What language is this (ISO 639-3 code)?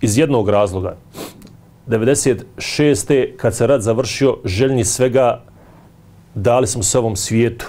bos